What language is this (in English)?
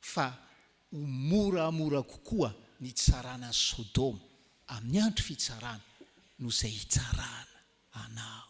Malagasy